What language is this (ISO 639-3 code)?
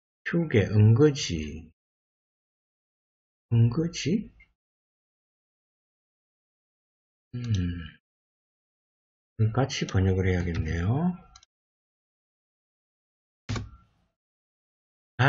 kor